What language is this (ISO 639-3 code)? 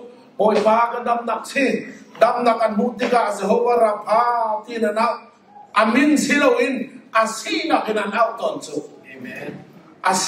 cnh